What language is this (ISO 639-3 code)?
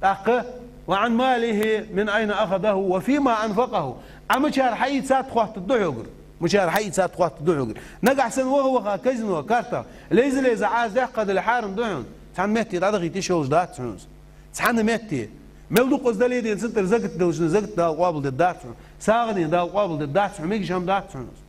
inh